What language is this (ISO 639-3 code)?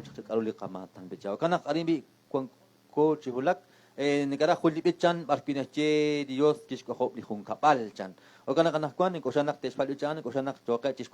kek